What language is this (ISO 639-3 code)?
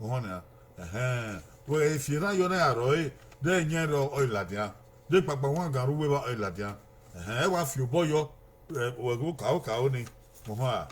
bin